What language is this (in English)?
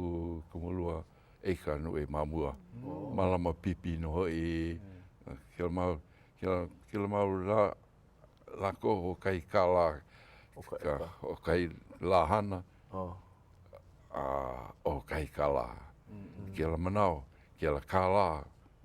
Hawaiian